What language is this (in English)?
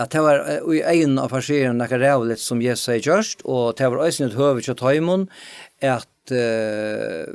Faroese